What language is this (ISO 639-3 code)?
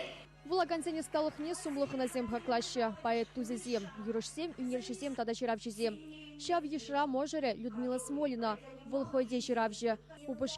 chv